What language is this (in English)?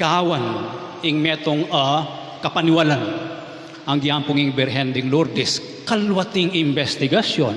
Pampanga